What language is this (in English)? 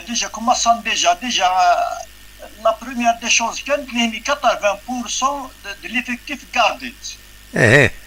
Algerian Arabic